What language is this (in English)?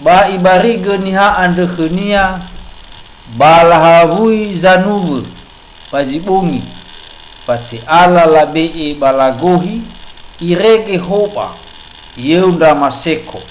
Nias